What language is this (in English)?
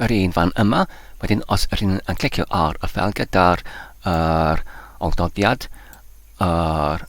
Welsh